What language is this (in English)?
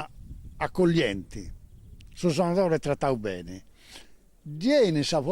Sardinian